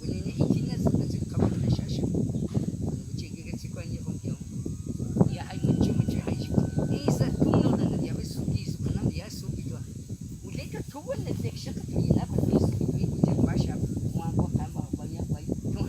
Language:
Cogui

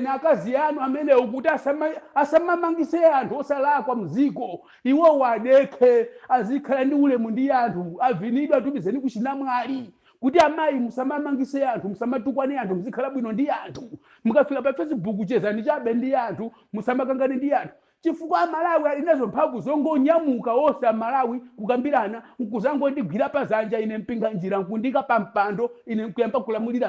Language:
Nyanja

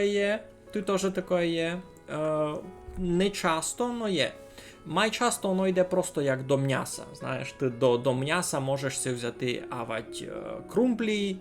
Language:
Rusyn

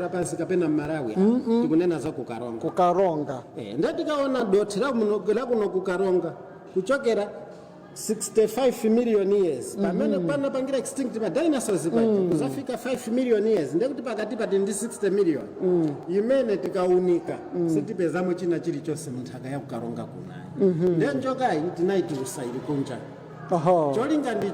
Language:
Nyanja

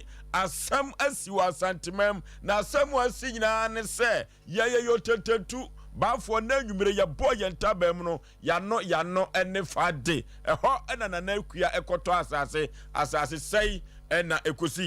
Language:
Akan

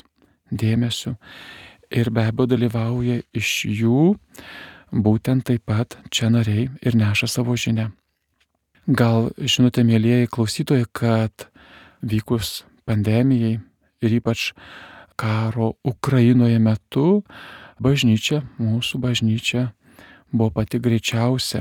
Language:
Lithuanian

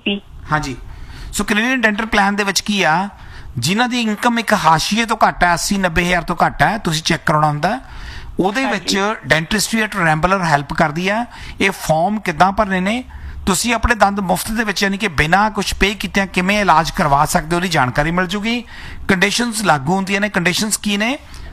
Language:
Punjabi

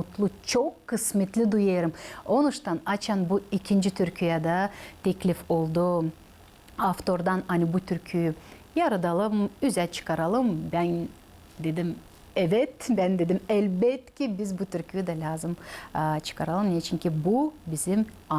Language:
Gagauz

